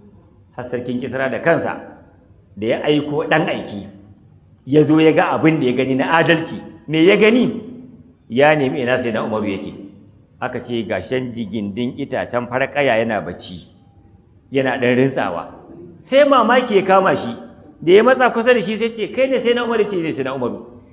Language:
Hausa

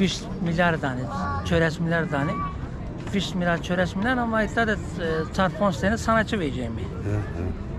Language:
Zaza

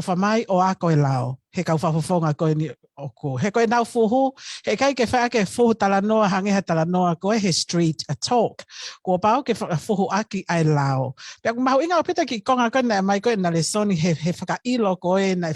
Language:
Tongan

